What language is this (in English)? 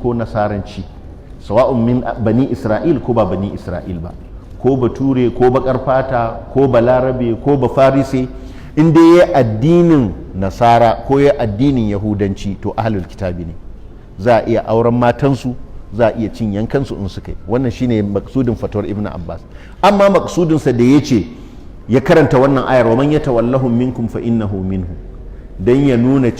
Hausa